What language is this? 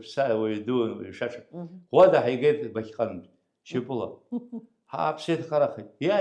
Abkhazian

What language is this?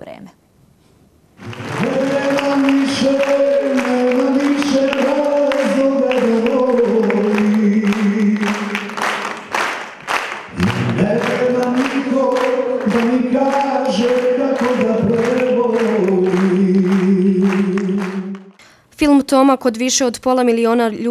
Serbian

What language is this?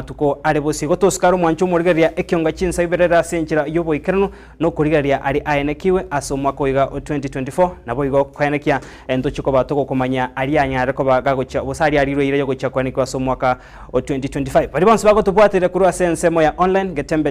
Gusii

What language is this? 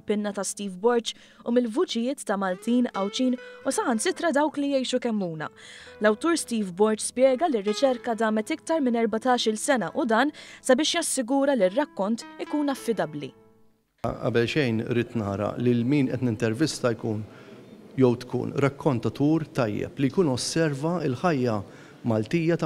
Maltese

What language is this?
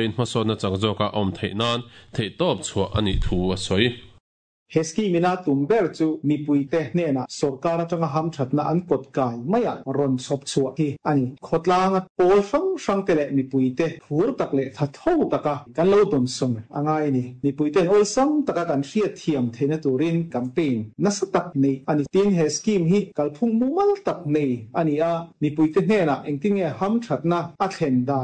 Mizo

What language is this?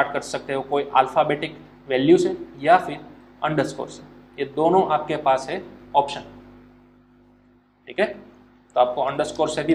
Hindi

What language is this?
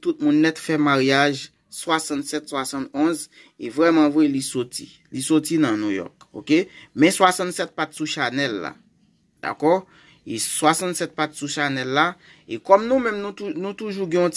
Haitian Creole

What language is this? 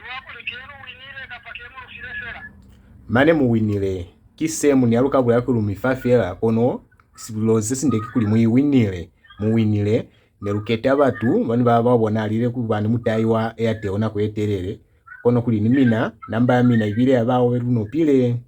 Lozi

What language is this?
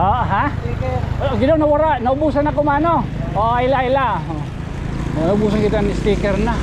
Waray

